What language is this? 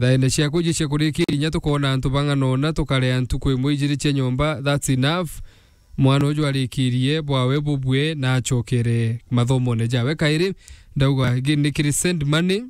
Meru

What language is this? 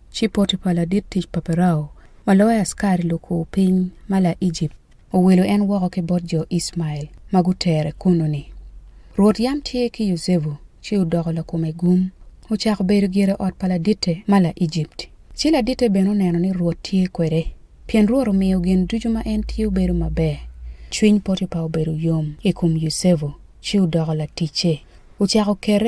Acoli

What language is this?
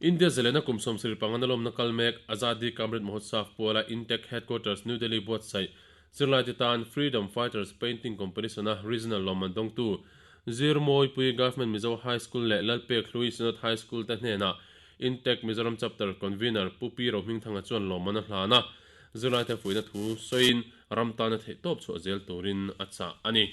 Mizo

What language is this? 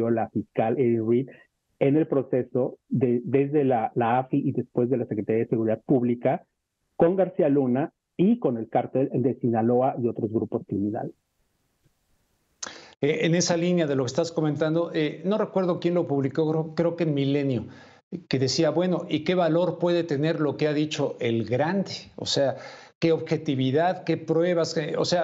Spanish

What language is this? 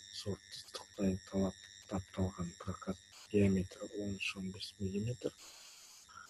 Kazakh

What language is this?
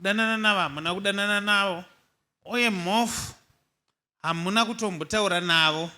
Shona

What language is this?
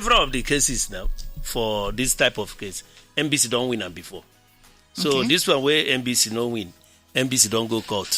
Nigerian Pidgin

